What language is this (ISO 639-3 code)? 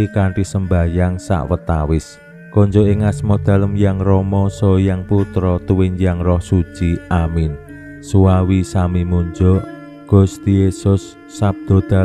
jav